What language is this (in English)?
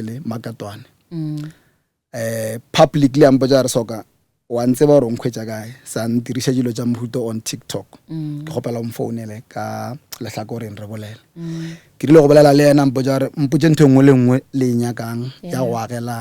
Northern Sotho